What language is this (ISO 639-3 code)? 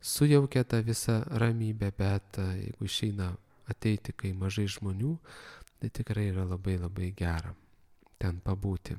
lit